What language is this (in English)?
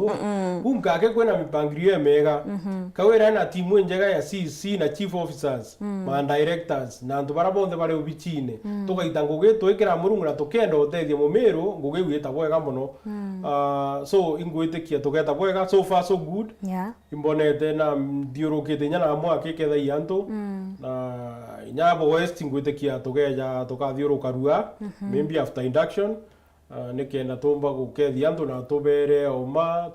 Meru